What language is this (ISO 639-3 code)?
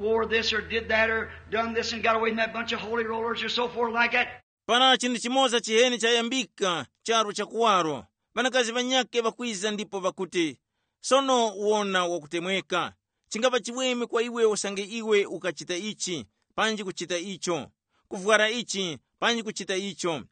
tum